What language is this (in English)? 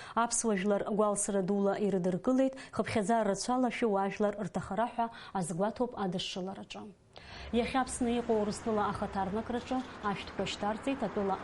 Abkhazian